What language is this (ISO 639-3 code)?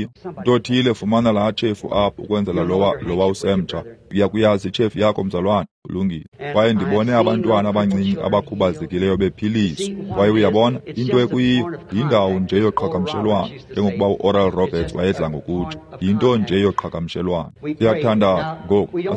xho